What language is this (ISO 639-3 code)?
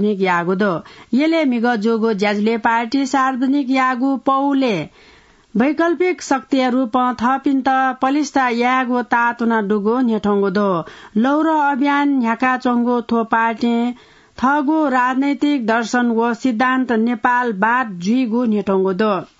new